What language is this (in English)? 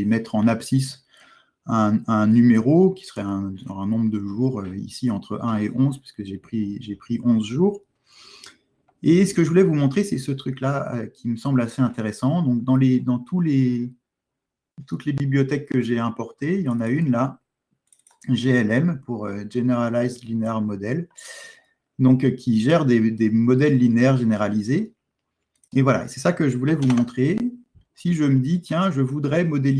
French